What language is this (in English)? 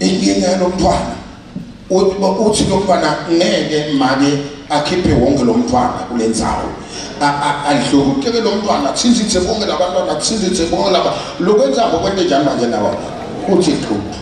Zulu